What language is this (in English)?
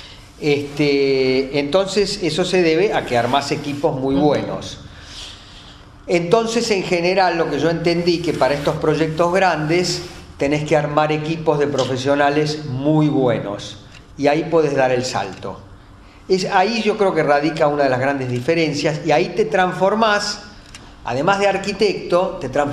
Spanish